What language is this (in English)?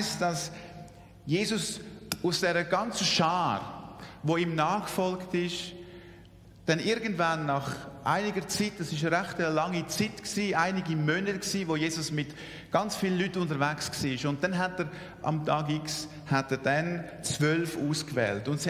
Swiss German